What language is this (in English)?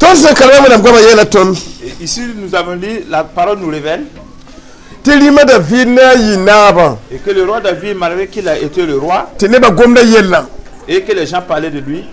Mossi